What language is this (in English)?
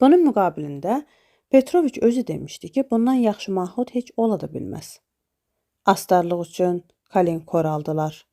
Azerbaijani